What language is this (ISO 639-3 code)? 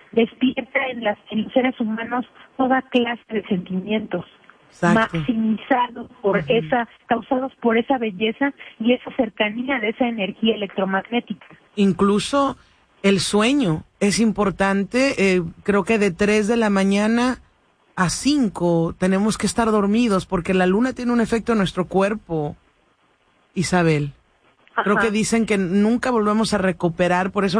spa